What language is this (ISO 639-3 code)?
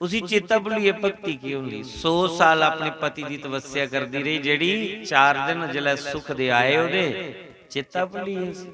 doi